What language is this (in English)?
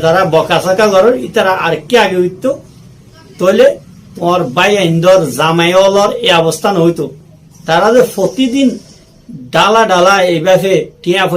Rohingya